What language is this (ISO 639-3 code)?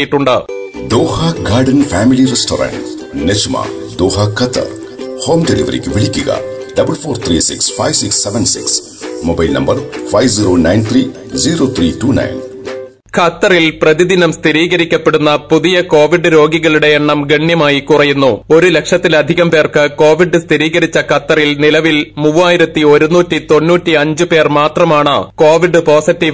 mal